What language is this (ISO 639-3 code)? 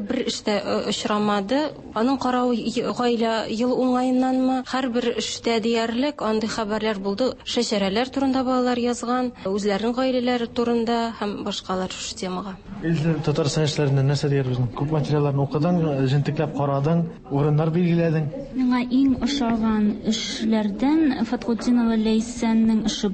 tat